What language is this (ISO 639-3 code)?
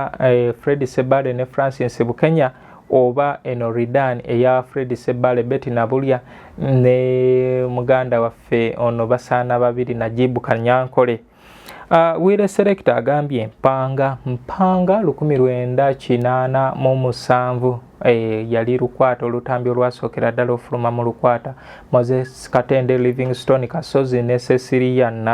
lug